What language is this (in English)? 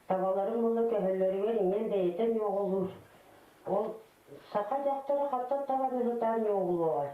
Yakut